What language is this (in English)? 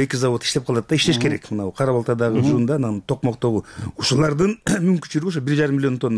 Kyrgyz